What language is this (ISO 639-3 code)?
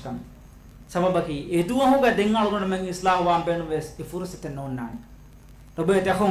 div